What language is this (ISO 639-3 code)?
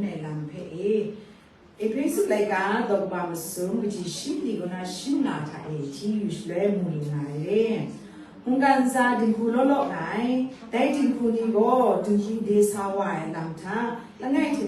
kac